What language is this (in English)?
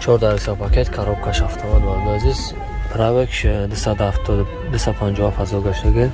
Tajik